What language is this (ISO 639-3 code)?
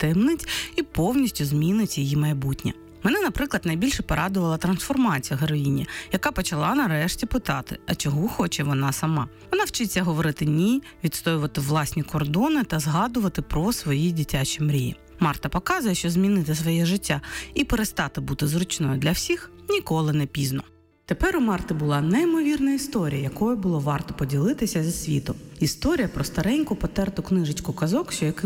ukr